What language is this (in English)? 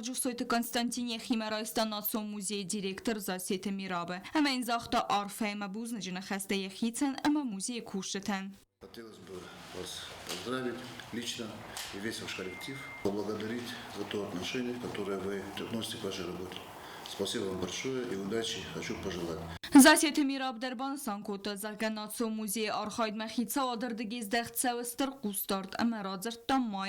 Ossetic